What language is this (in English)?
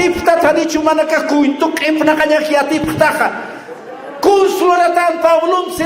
Aymara